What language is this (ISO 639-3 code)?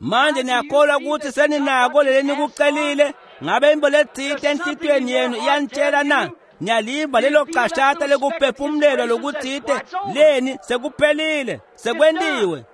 ssw